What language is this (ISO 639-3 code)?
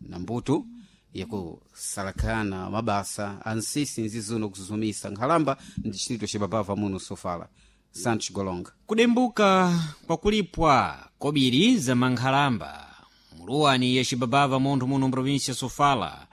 seh